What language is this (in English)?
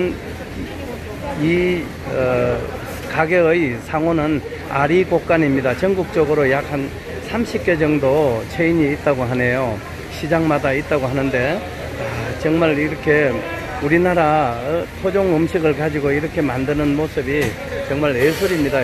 Korean